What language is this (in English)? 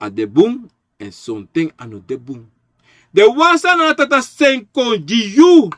Sranan Tongo